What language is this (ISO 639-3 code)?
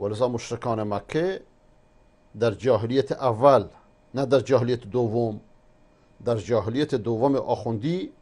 fas